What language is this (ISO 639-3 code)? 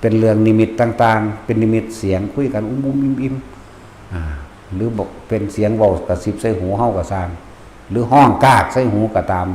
tts